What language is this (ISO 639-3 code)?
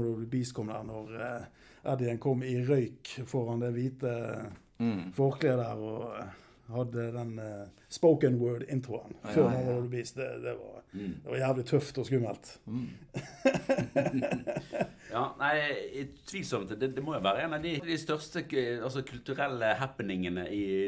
nor